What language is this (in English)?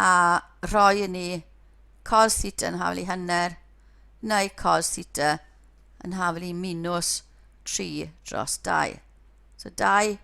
Welsh